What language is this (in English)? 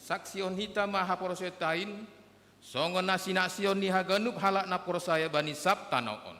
Batak Simalungun